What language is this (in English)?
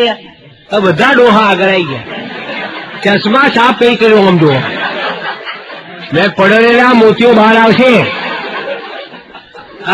Gujarati